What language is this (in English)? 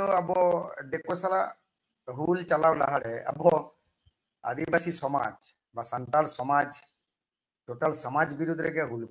Santali